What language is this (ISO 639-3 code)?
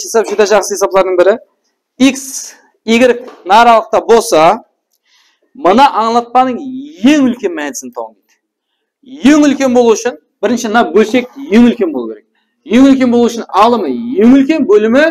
kaa